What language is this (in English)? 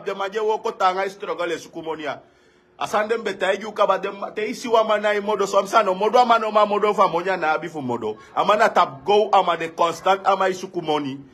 Sranan Tongo